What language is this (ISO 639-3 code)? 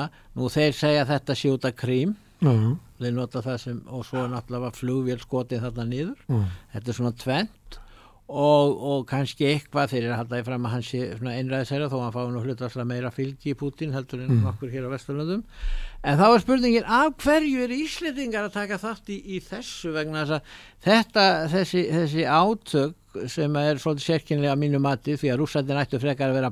isl